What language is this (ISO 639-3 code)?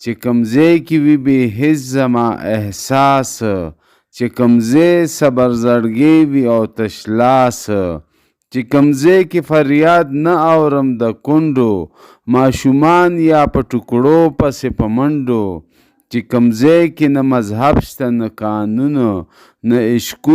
pus